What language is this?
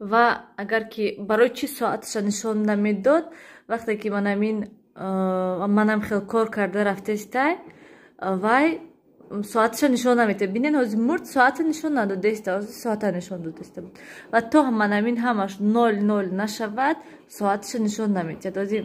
Tajik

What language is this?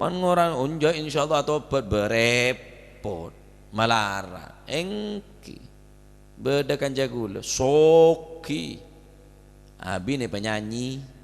Madurese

